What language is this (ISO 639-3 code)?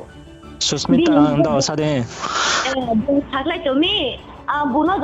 ria